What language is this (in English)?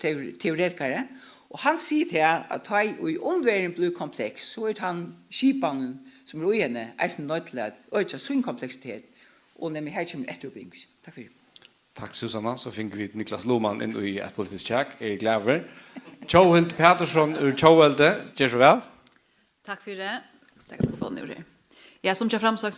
Faroese